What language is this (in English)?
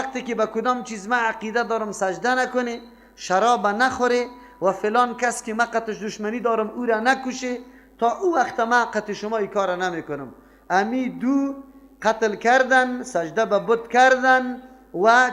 Persian